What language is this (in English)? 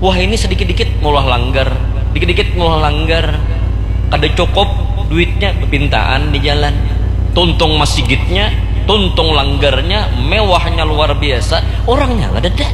Banjar